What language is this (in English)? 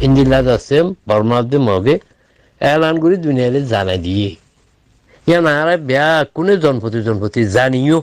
Rohingya